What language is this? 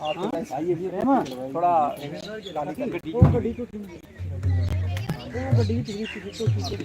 Dogri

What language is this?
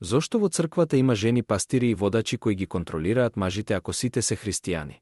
Macedonian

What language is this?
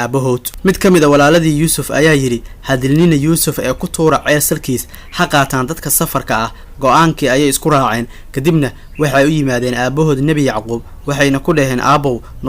Somali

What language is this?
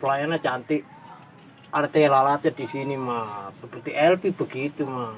Betawi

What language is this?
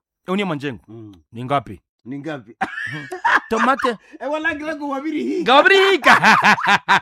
Swahili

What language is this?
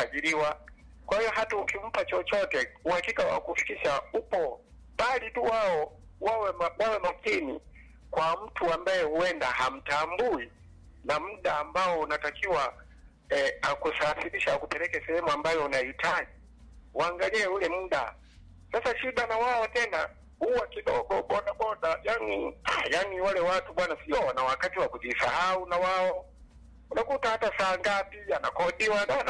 Swahili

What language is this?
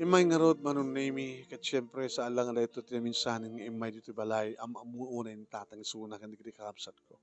Iloko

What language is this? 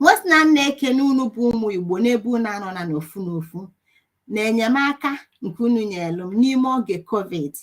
Igbo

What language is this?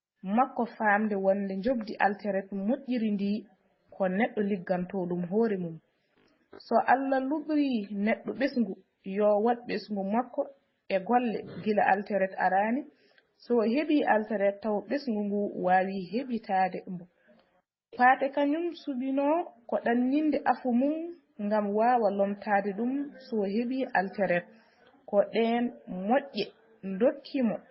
Fula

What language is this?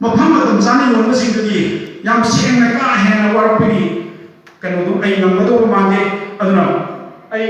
Manipuri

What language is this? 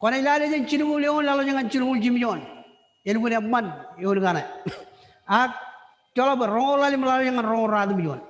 Marshallese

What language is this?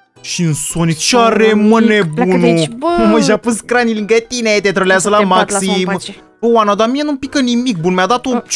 Romanian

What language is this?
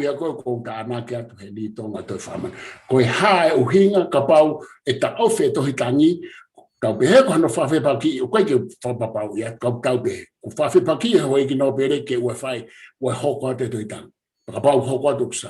Tongan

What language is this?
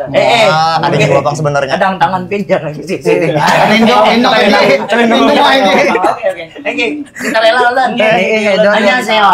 Banjar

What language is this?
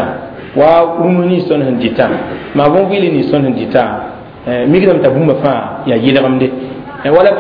Mossi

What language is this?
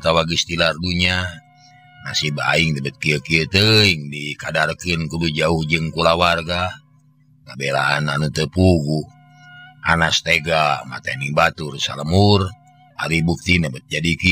Sundanese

